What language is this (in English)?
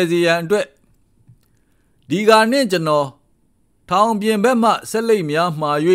Burmese